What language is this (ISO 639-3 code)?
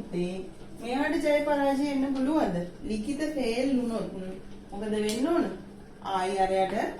sin